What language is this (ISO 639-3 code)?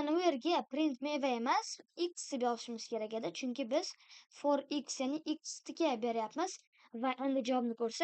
uzb